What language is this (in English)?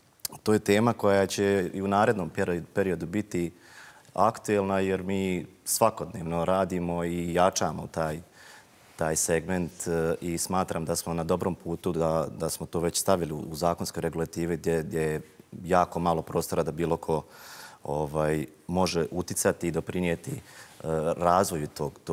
Bosnian